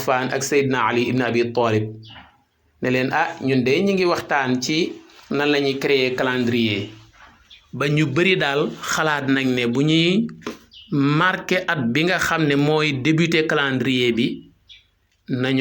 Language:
Wolof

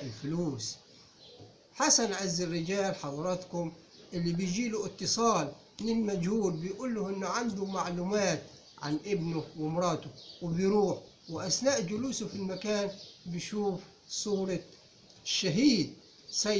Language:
Egyptian Arabic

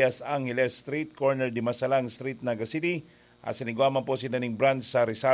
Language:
Bikol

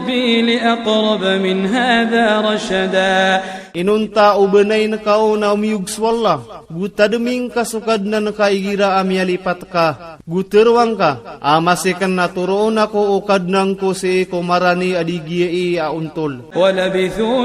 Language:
Iranun (Philippines)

